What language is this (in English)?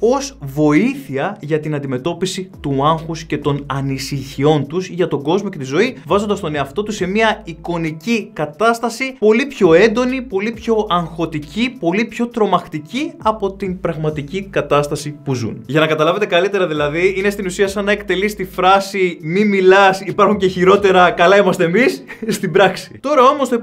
Greek